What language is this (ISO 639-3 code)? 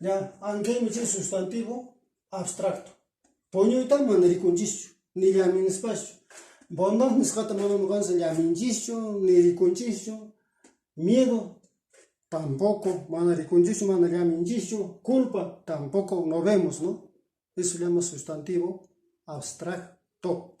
que